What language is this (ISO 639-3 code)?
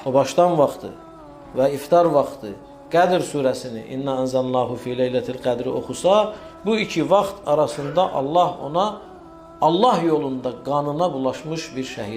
aze